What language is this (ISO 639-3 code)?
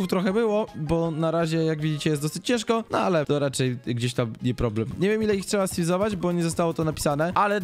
pol